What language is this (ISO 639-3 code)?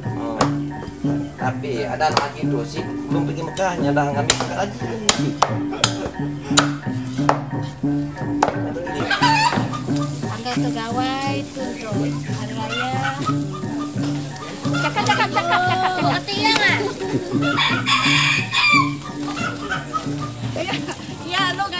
msa